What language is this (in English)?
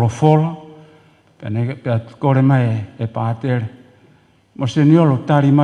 Tongan